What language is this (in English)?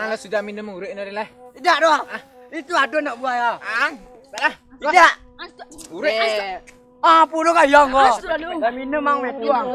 Minangkabau